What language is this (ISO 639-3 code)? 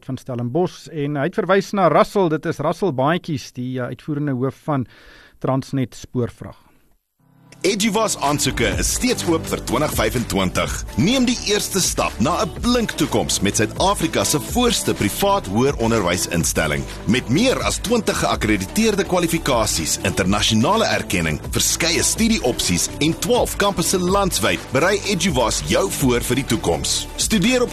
afr